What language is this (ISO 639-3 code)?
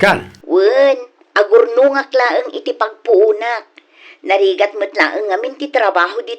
ilo